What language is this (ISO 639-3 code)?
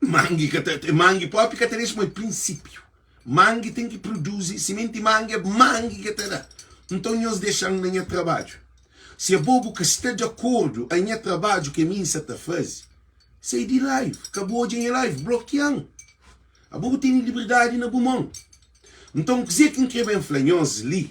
kea